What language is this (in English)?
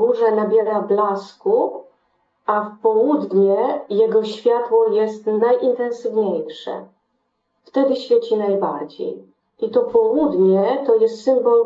Polish